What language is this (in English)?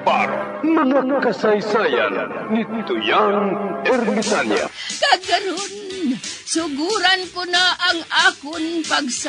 Hiligaynon